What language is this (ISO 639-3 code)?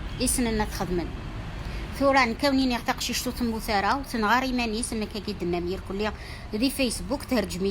kab